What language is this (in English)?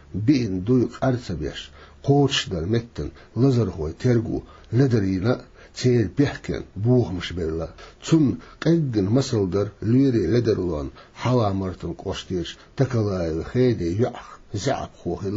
Chechen